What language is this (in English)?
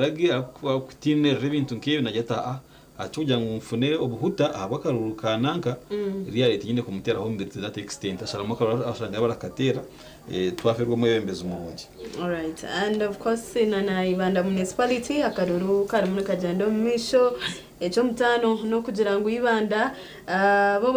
Nyankole